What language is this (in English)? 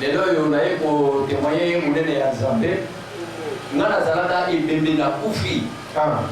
Lingala